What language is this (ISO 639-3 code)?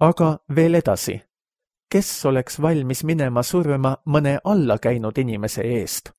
est